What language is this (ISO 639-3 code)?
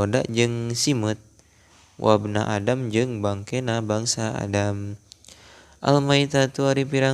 sun